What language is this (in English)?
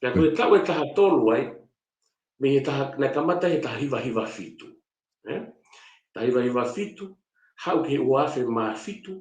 Tongan